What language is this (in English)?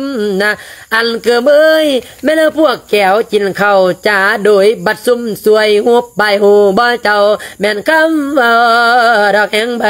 Lao